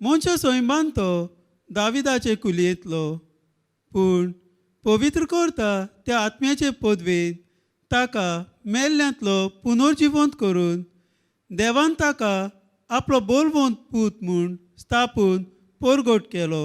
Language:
Konkani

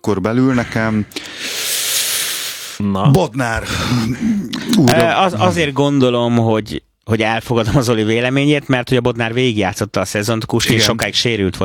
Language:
Hungarian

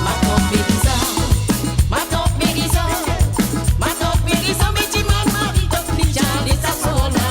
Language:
Morisyen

